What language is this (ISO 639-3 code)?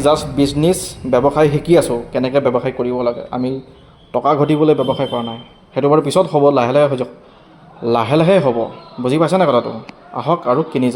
asm